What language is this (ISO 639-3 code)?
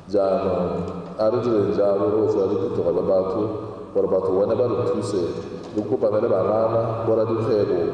tsn